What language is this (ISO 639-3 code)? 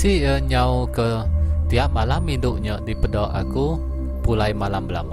iba